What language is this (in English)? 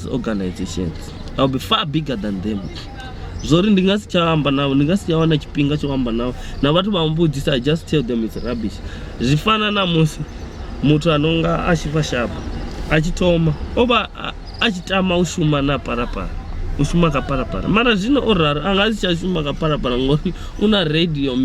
Venda